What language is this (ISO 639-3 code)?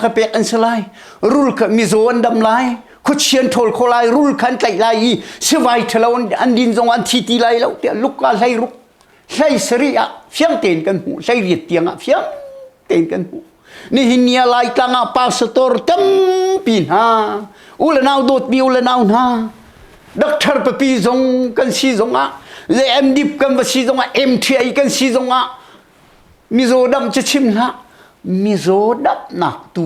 cnh